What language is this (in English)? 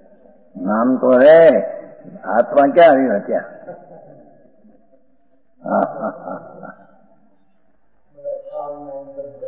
Gujarati